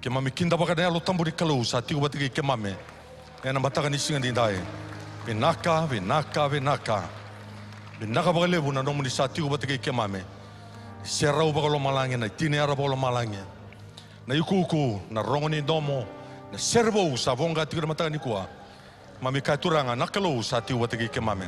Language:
Fijian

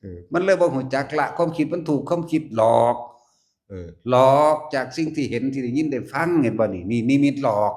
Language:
Lao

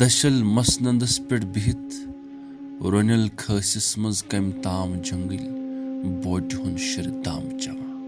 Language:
Kashmiri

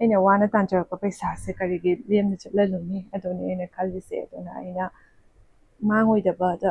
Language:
Manipuri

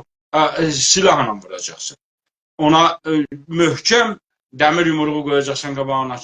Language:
South Azerbaijani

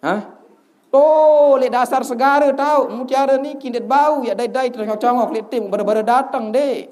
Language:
Sasak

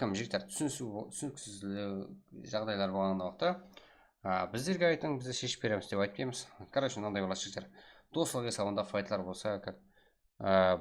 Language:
Kara-Kalpak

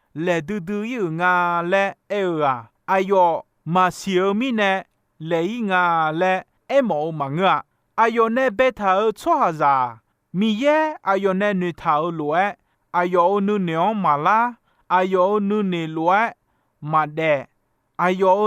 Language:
Akha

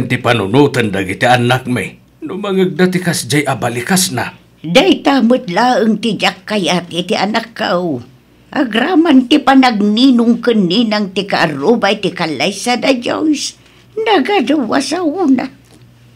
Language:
Iloko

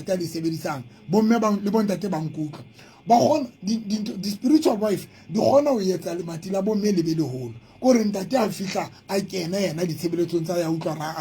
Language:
Southern Sotho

